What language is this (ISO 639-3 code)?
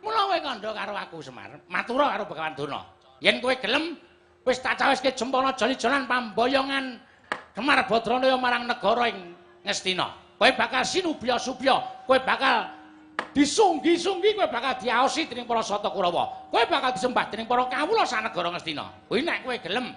jav